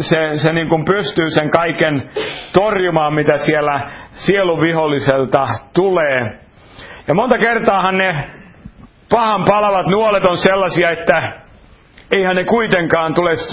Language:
Finnish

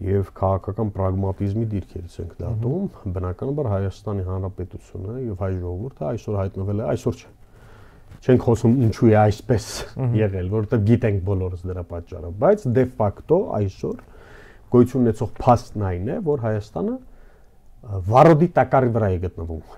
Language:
Armenian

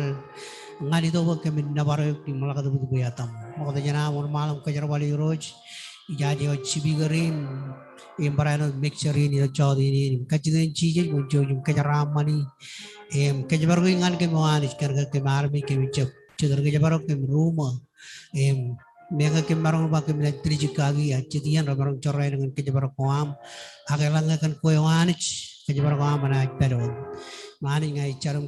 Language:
Marshallese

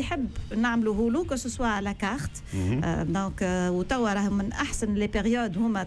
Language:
Tunisian Arabic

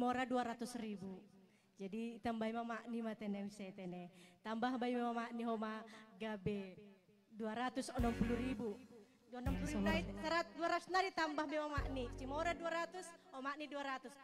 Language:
Batak Simalungun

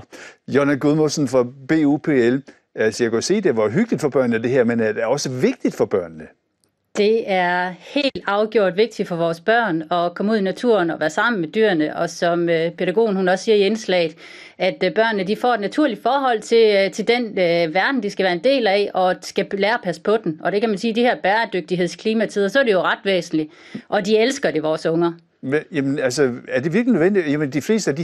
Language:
Danish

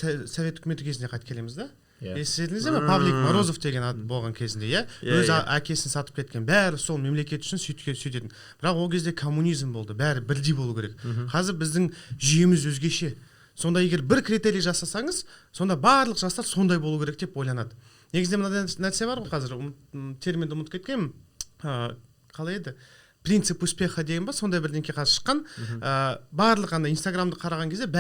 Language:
Kazakh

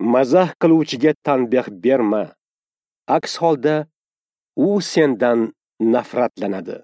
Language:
Uzbek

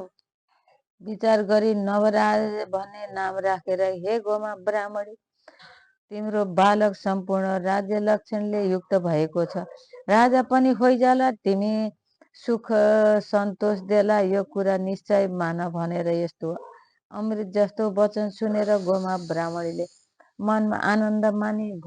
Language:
Nepali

